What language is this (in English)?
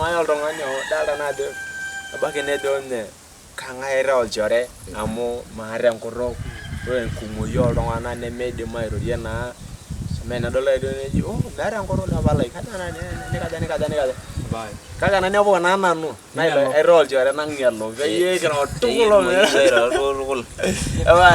Masai